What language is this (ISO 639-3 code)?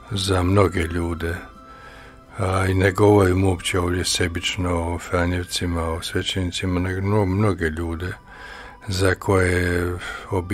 hrv